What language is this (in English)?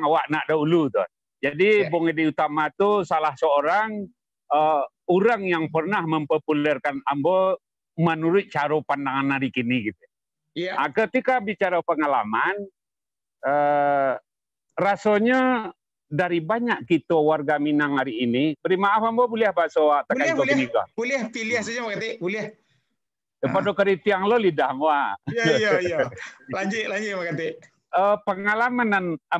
Minangkabau